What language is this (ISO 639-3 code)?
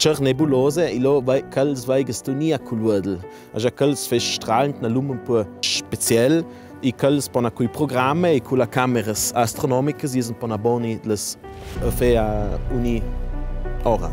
lld